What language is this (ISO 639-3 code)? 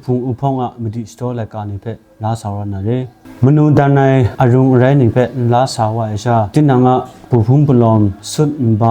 kac